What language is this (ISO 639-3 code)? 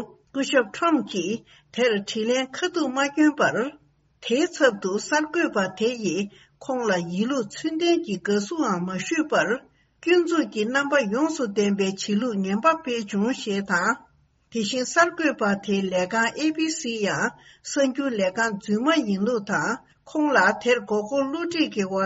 bod